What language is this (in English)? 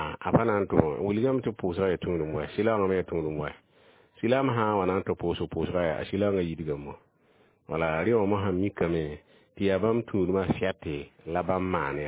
Mossi